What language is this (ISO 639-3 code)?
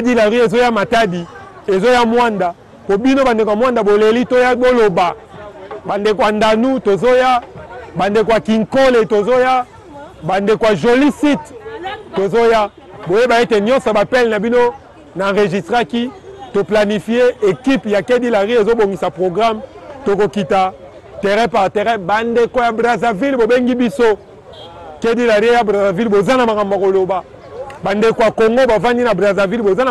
lin